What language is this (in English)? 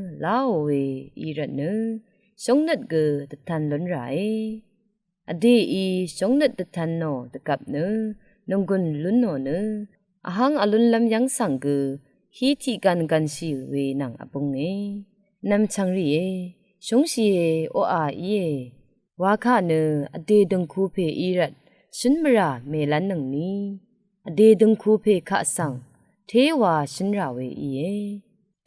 Rawang